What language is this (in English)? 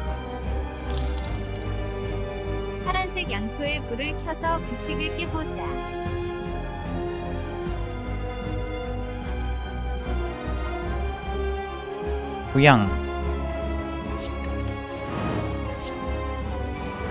Korean